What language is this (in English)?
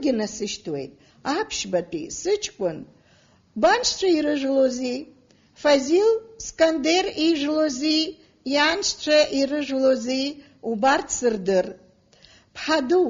Abkhazian